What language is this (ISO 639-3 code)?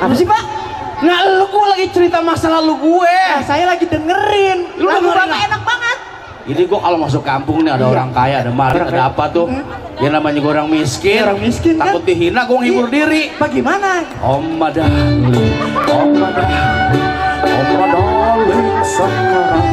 bew